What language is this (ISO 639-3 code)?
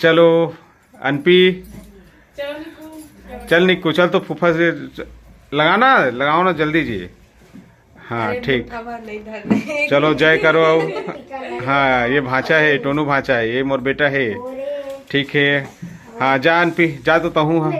hne